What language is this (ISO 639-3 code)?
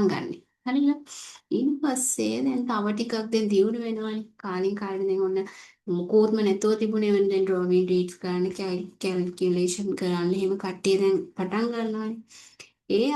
sin